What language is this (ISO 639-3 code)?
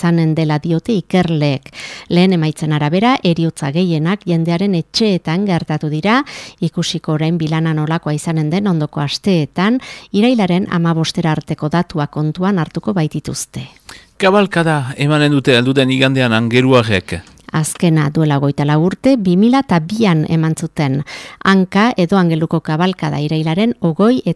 eus